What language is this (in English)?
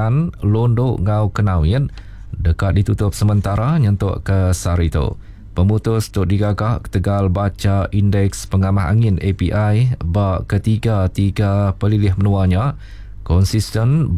Iban